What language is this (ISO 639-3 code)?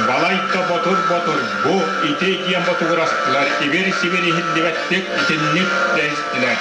sah